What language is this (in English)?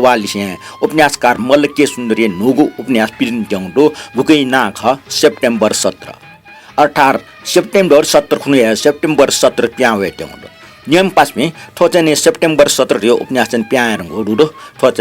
Newari